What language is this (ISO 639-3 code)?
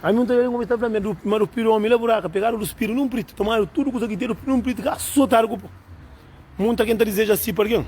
kea